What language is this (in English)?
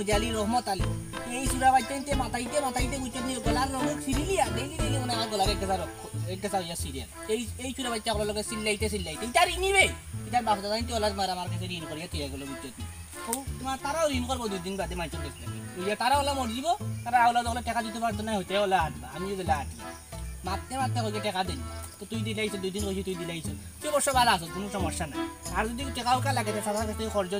Sylheti